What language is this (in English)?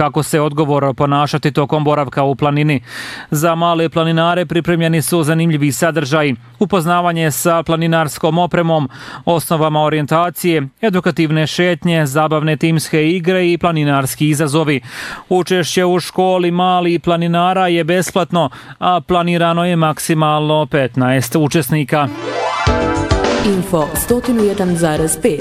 Bosnian